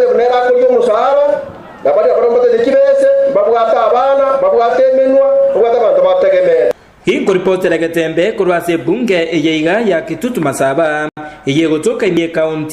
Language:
Gusii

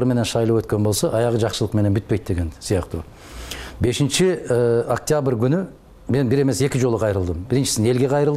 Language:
Kyrgyz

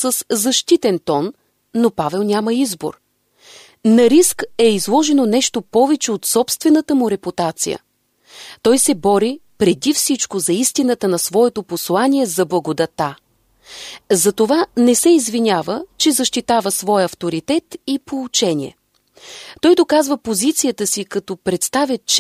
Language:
Bulgarian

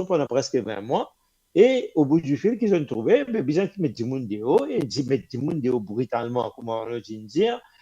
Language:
Morisyen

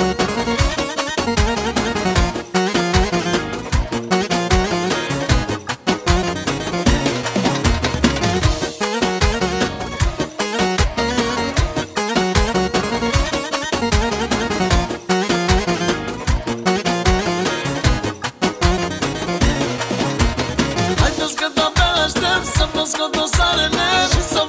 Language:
Romanian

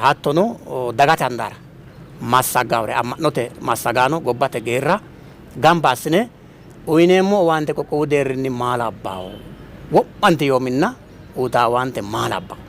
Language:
Sidamo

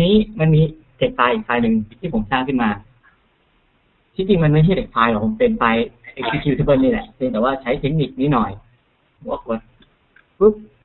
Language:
Thai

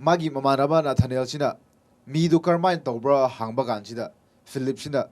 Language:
Manipuri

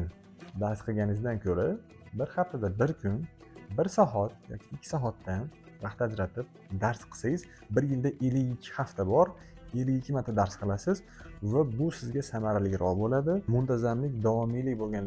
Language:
Uzbek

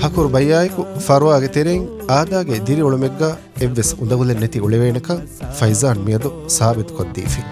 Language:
Divehi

